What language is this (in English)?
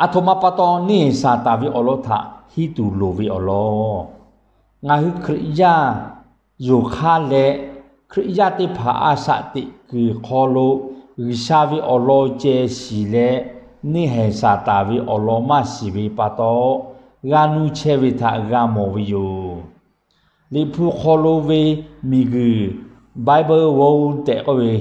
Lahu